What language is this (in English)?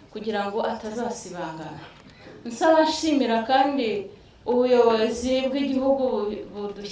Kinyarwanda